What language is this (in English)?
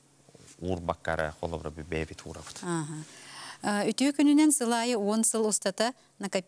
Yakut